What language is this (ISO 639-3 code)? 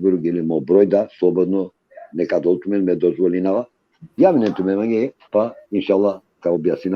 rmn